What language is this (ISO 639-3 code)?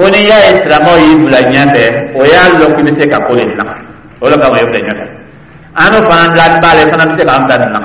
dyu